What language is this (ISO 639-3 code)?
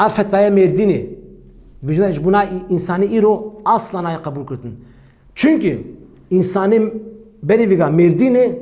kur